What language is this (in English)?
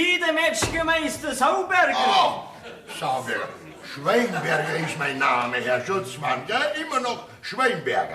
Bavarian